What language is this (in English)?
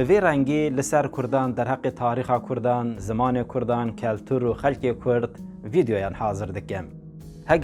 Kurdish